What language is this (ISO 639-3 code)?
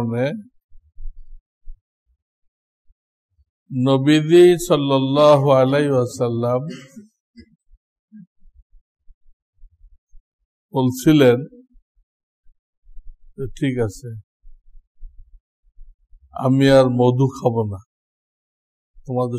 ben